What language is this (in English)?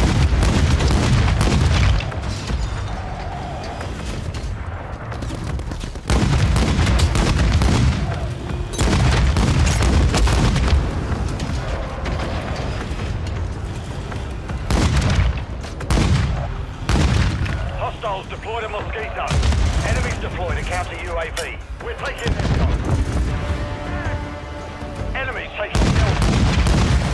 English